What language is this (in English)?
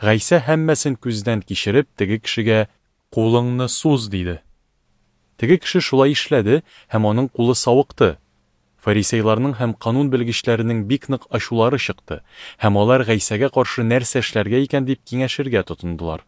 Tatar